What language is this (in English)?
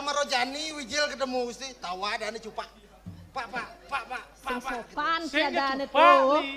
Balinese